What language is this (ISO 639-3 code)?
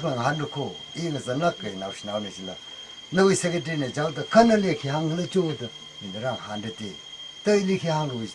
nmf